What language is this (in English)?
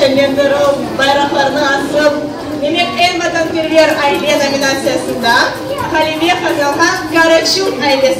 Crimean Tatar